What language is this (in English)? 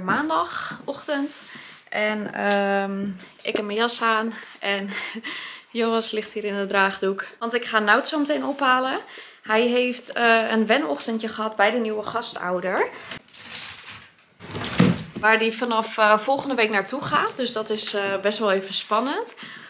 Dutch